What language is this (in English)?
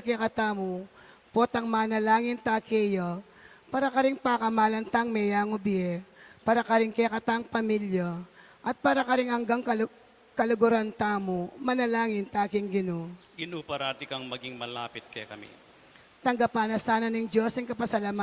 Pampanga